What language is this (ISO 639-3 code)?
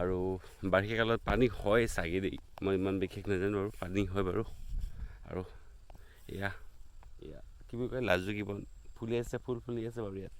asm